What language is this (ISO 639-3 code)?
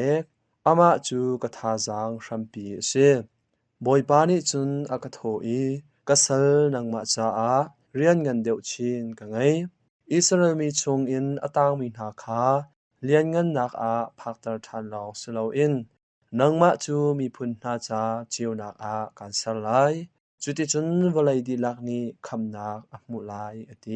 cnh